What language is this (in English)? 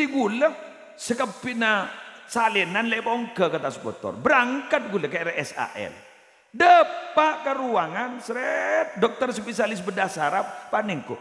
Madurese